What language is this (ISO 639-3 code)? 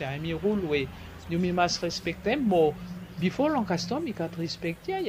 bis